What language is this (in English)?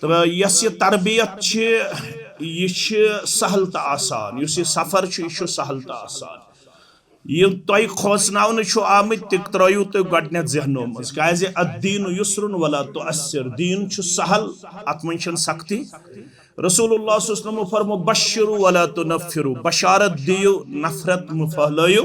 Kashmiri